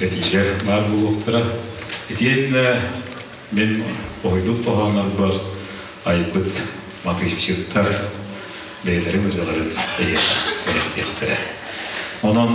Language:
Yakut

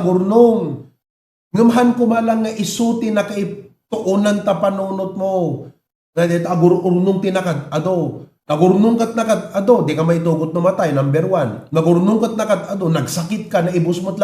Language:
Iloko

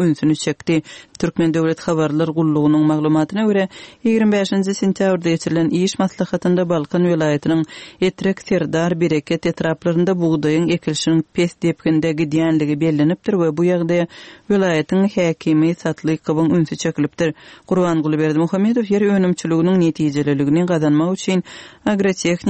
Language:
Turkmen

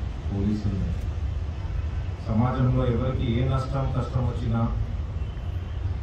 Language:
Telugu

